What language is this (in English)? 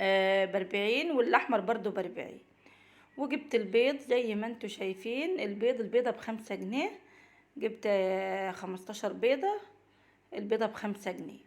Egyptian Arabic